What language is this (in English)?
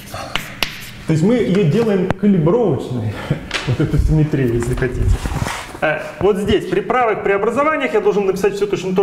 Russian